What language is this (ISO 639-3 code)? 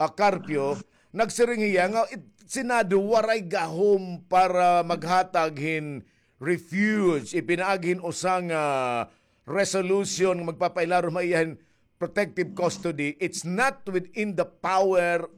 war